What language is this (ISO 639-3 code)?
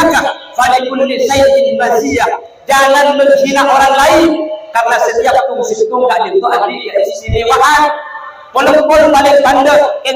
mad